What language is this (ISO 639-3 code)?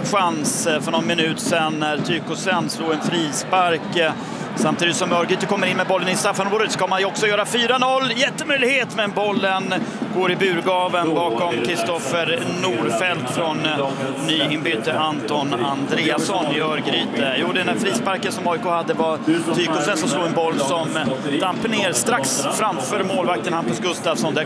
swe